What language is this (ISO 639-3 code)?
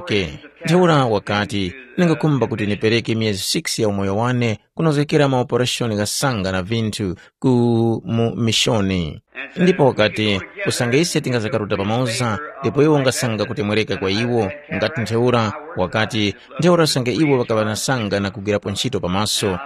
tum